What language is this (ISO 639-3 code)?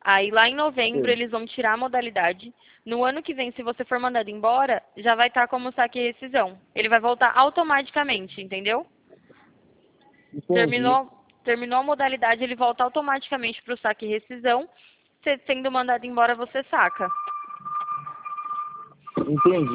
por